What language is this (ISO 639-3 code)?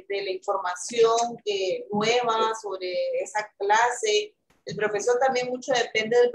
spa